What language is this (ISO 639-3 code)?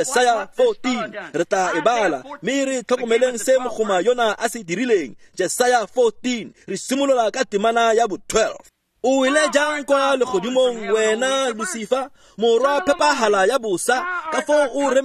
tsn